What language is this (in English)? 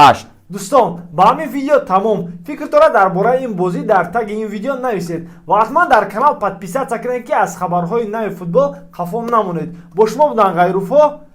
Tajik